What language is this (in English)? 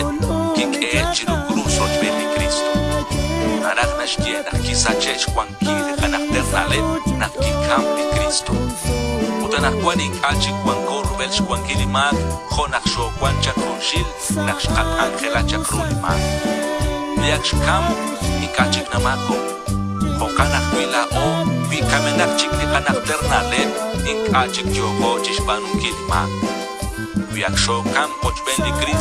Kekchí